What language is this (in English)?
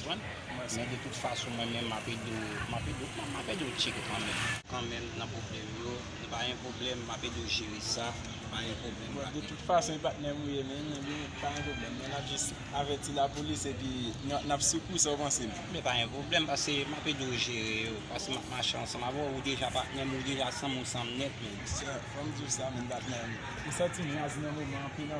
Haitian Creole